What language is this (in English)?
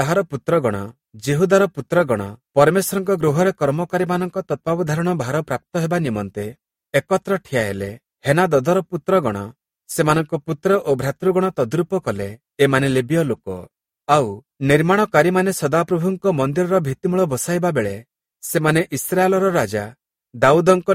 Odia